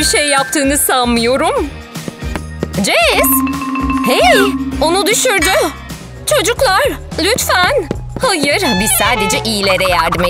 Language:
Turkish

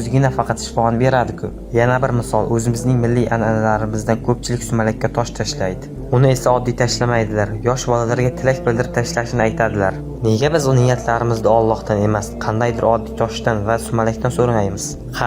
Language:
Uzbek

